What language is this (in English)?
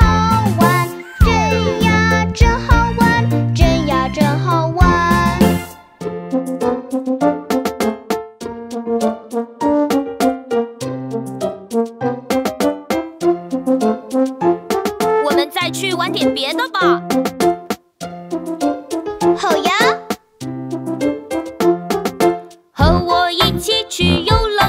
Chinese